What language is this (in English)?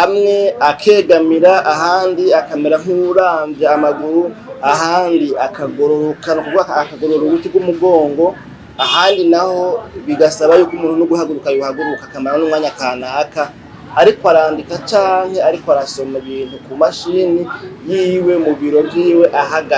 Rundi